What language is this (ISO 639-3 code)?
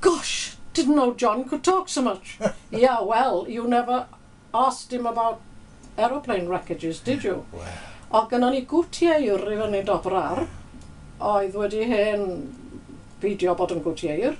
cym